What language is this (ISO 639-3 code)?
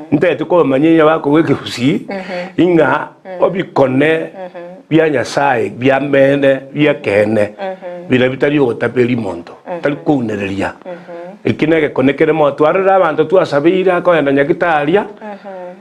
guz